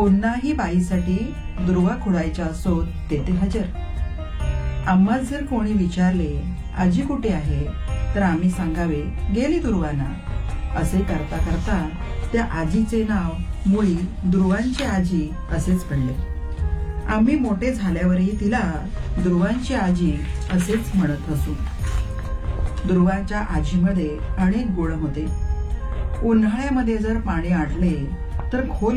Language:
Marathi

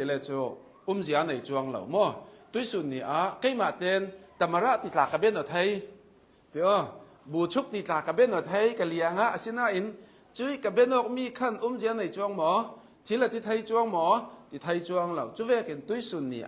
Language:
Hakha Chin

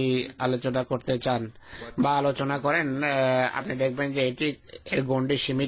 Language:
Bangla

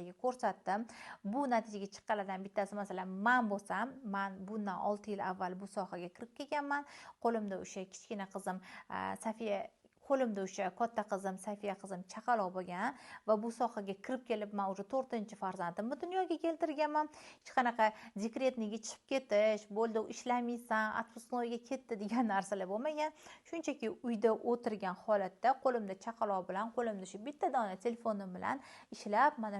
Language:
Uzbek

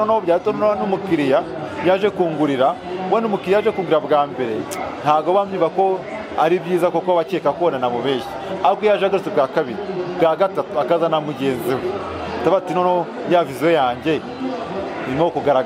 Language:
Kinyarwanda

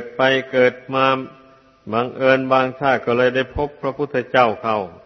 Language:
Thai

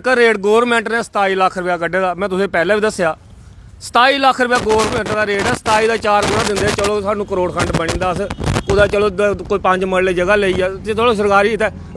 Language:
Dogri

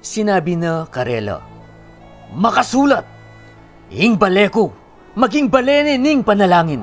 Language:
Pampanga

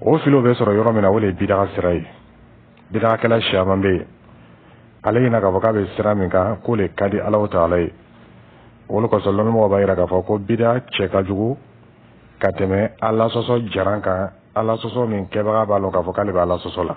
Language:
Dyula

